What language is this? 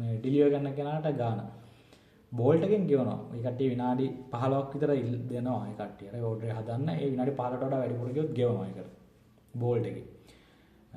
Sinhala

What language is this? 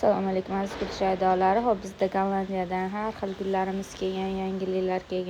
Uzbek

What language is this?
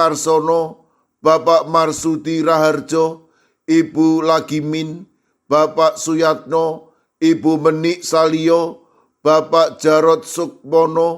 Javanese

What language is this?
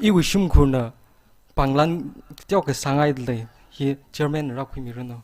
Tangkhul Naga (India)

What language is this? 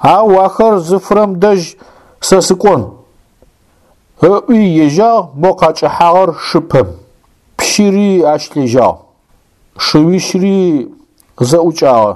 Adyghe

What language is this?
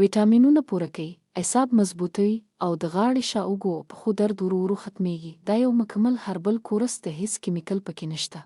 Pashto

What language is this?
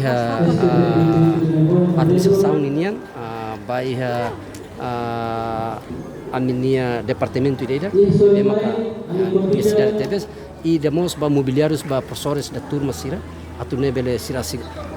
Tetum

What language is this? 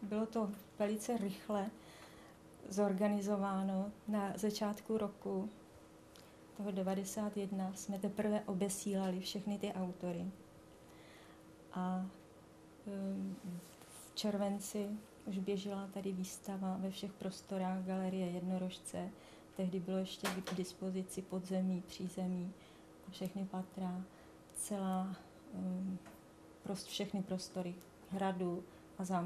Czech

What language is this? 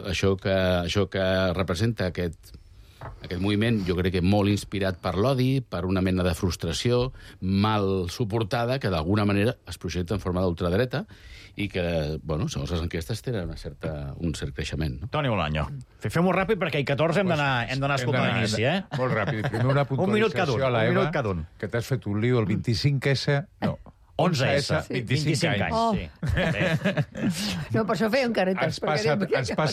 Catalan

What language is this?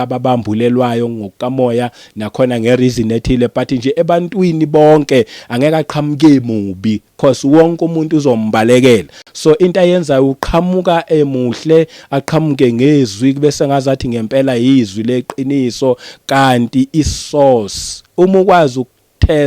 Zulu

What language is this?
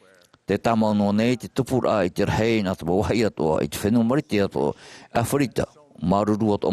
Tahitian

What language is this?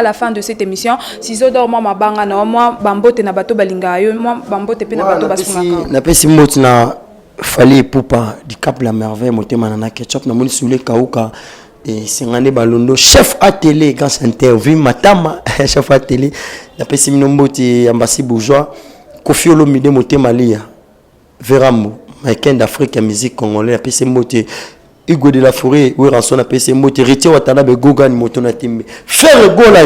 Lingala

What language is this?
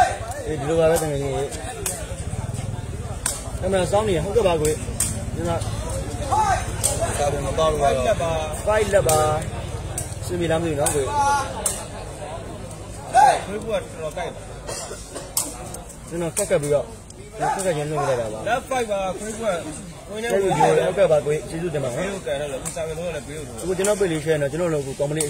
Burmese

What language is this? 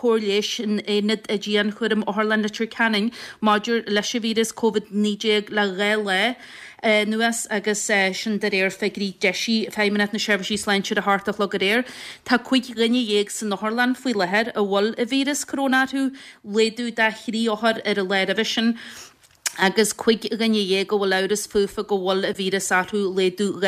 Irish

